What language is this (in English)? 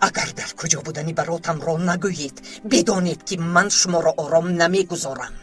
Tajik